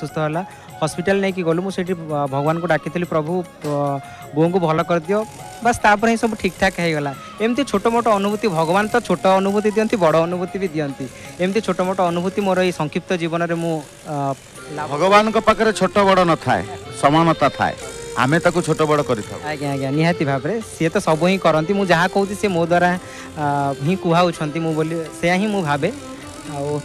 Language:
Odia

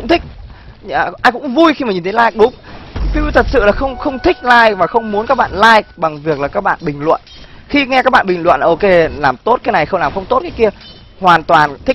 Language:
Vietnamese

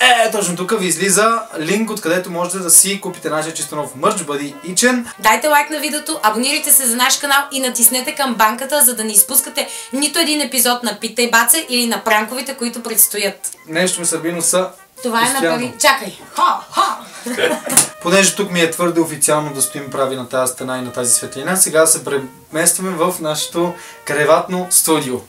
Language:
Bulgarian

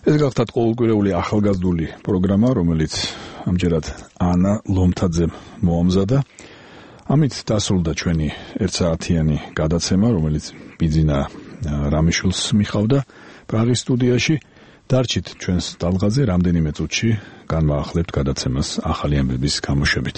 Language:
Georgian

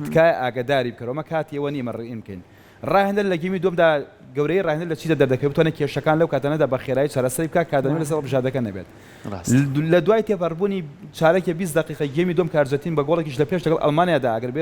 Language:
Central Kurdish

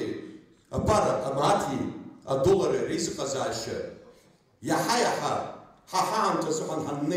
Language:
Abkhazian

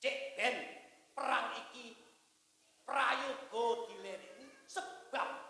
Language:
Javanese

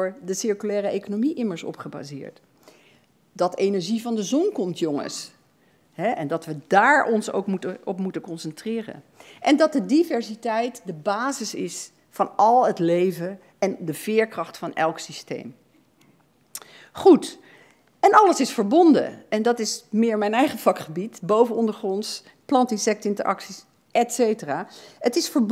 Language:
Dutch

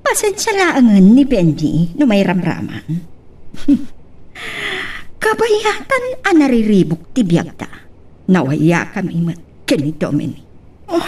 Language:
Iloko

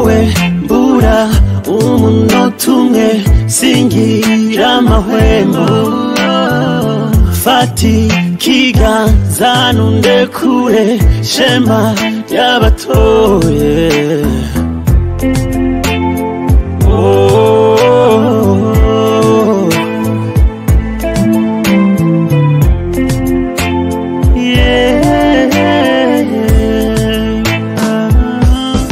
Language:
Kinyarwanda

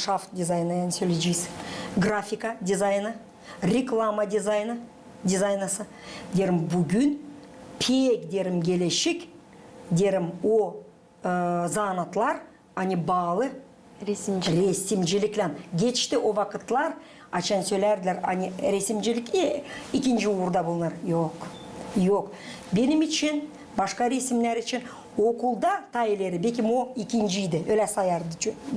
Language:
Gagauz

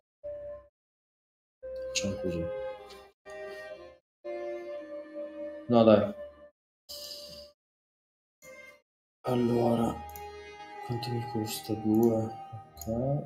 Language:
Italian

